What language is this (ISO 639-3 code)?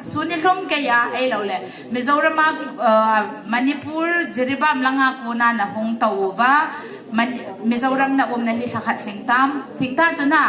hmr